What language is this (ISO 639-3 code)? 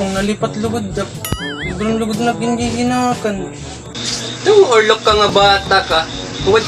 war